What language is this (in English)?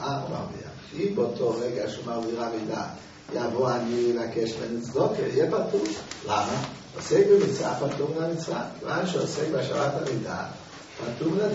Hebrew